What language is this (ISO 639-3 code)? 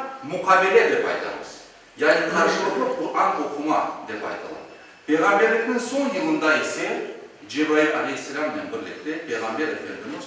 crh